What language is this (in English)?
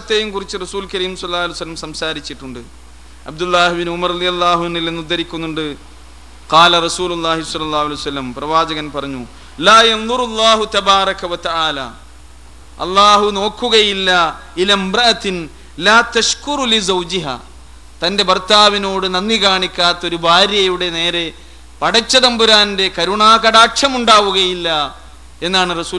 Malayalam